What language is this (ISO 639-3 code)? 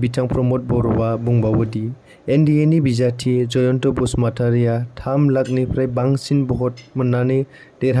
brx